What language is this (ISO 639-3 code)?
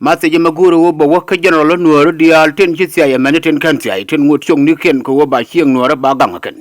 nus